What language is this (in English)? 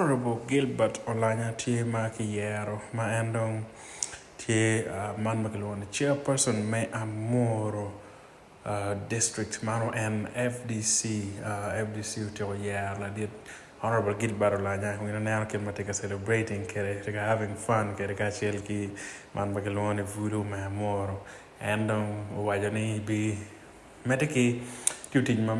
Acoli